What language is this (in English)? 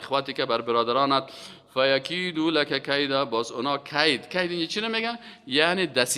Persian